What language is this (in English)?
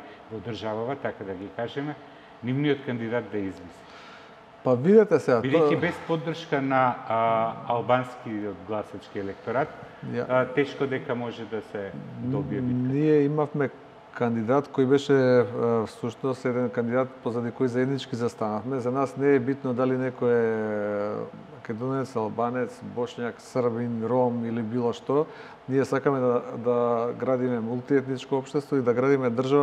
Macedonian